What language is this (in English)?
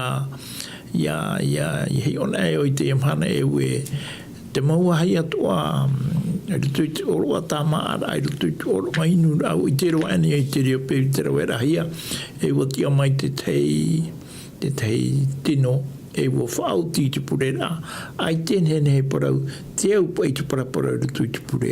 Tahitian